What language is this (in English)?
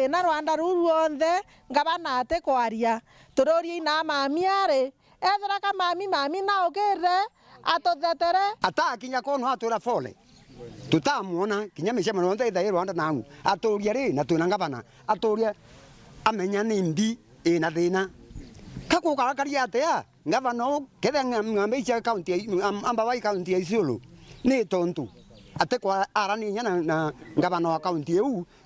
Meru